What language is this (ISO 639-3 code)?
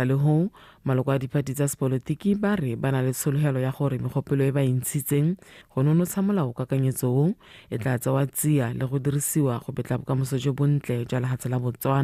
tsn